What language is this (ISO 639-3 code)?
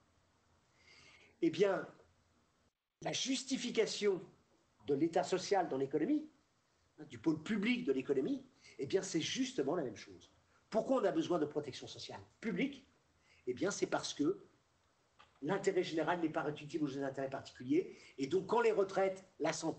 fra